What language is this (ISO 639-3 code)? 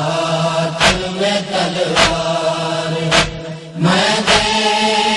urd